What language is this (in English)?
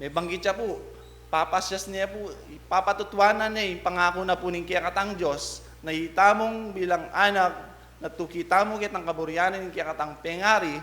Pampanga